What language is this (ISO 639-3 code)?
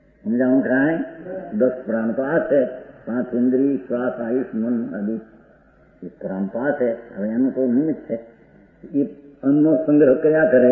guj